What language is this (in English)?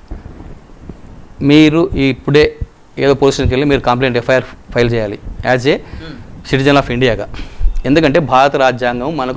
Telugu